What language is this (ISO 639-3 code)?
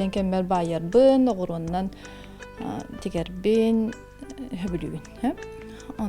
sah